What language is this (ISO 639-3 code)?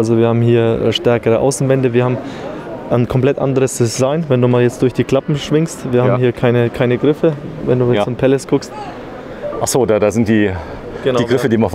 deu